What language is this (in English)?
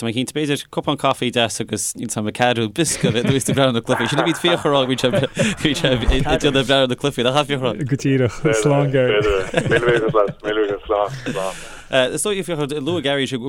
Irish